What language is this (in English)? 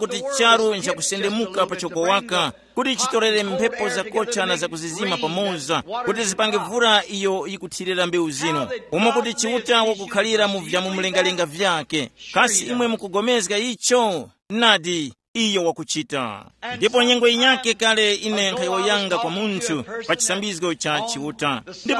Tumbuka